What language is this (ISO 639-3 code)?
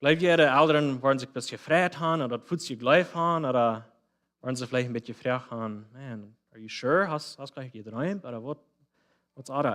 pdt